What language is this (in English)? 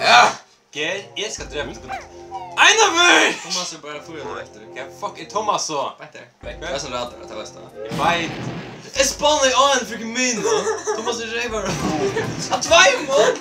Faroese